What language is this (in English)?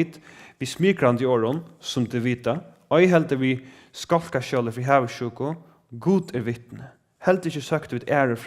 Faroese